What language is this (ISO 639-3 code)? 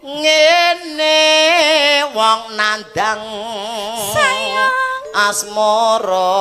jav